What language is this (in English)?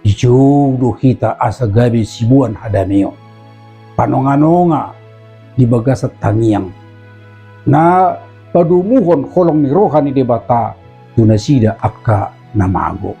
Batak Toba